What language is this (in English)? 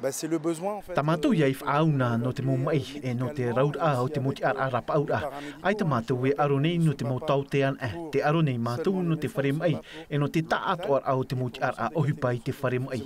Tahitian